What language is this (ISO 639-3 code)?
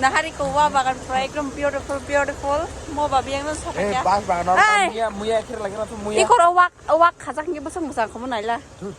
trp